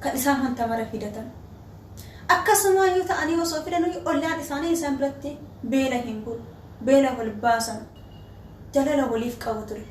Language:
Oromo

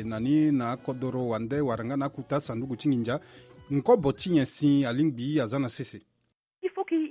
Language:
Sango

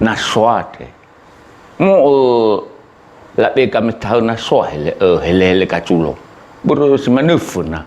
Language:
Nias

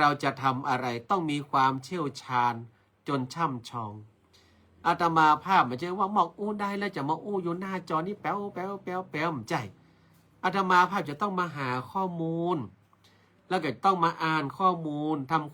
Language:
Northern Thai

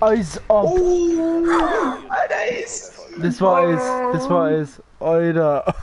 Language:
Bavarian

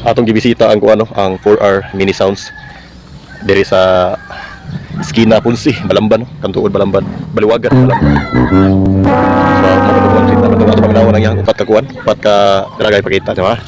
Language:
Cebuano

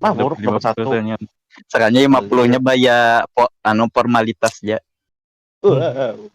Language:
Banjar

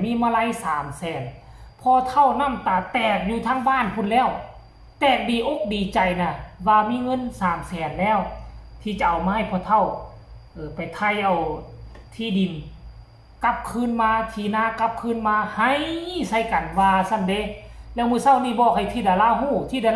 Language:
Northeastern Thai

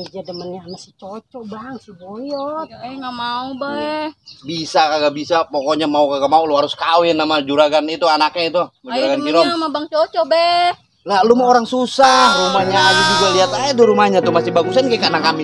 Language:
Betawi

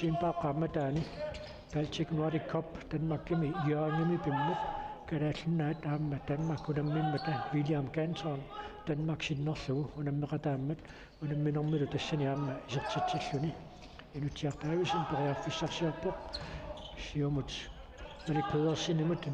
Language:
Kalaallisut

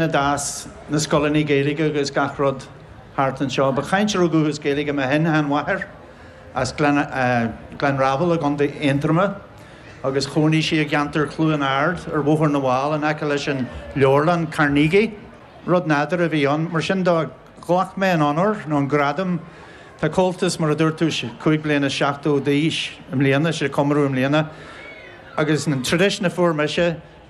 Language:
Irish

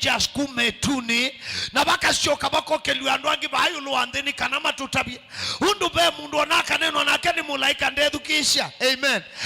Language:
Kamba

